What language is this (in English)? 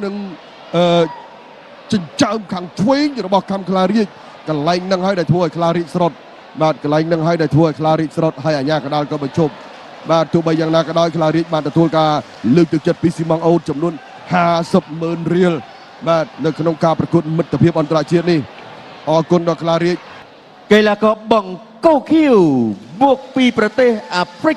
Khmer